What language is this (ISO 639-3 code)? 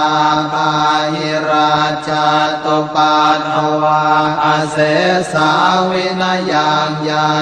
pli